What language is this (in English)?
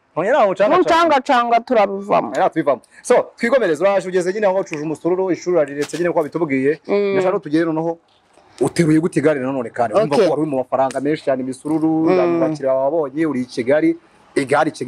Kinyarwanda